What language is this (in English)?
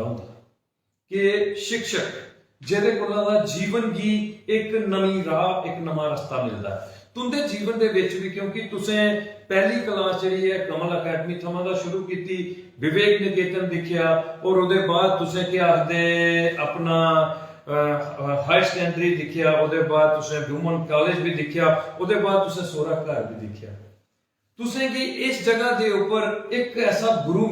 Dogri